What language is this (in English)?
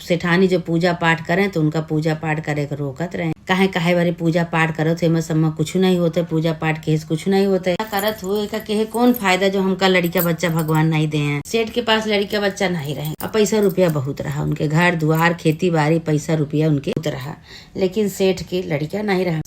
Awadhi